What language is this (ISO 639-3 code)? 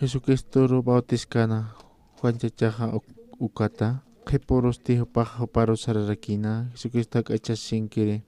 aym